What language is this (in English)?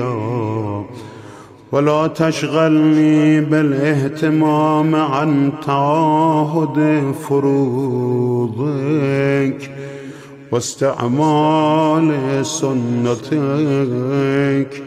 Arabic